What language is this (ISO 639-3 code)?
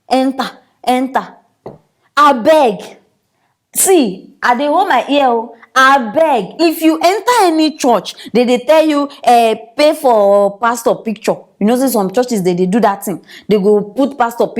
pcm